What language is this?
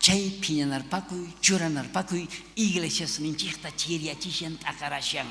South Bolivian Quechua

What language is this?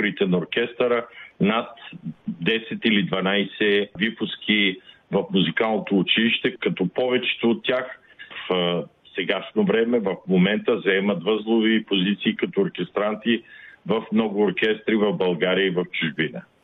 Bulgarian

